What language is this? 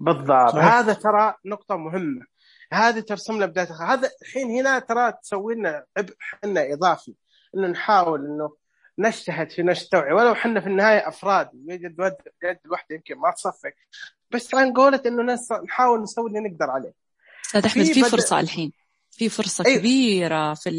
Najdi Arabic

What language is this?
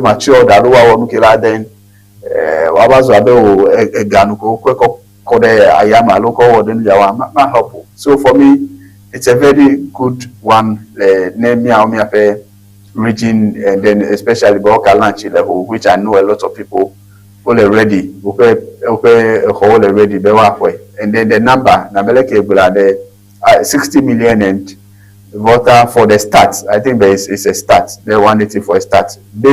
Ewe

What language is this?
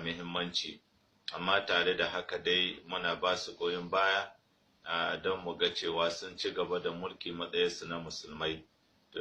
Hausa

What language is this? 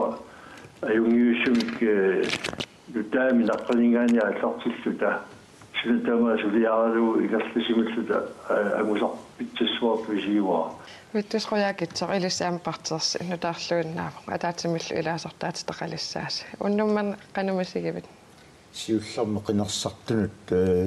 Kalaallisut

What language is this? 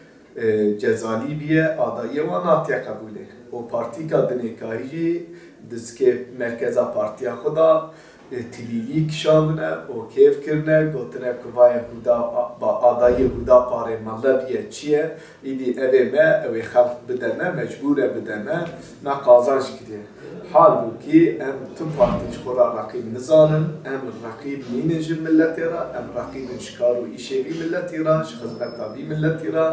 Kurdish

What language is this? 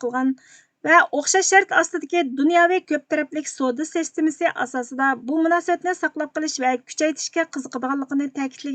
Uyghur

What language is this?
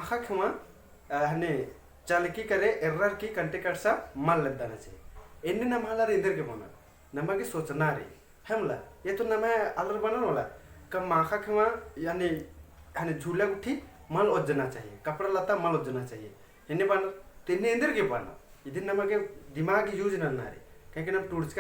Kurukh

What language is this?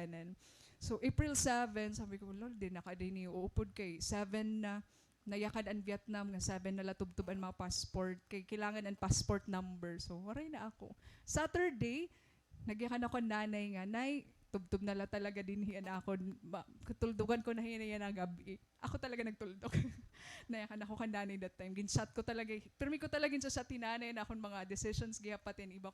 Waray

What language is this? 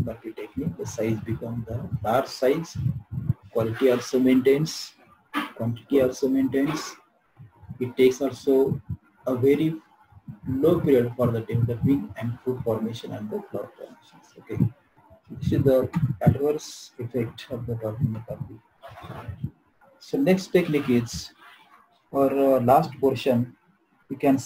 English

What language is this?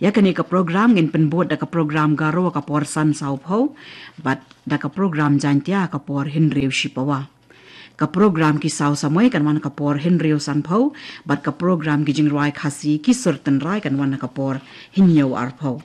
Khasi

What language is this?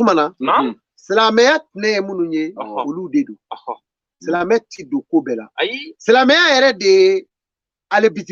Bambara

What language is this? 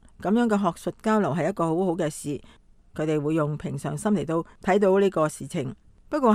Cantonese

